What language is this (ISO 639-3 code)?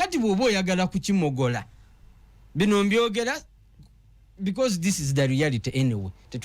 lug